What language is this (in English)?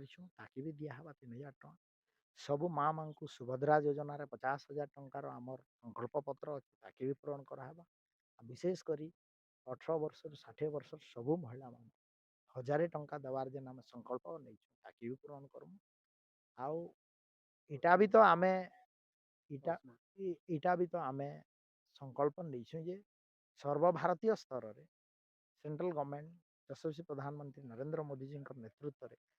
Odia